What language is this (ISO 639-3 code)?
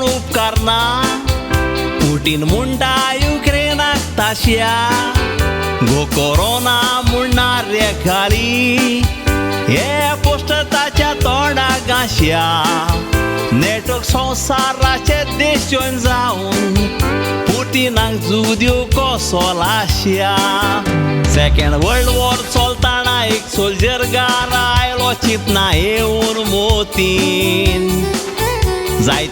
kok